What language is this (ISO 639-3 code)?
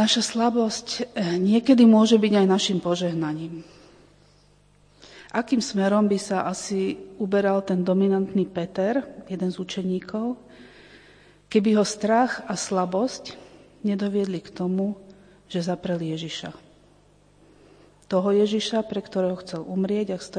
slk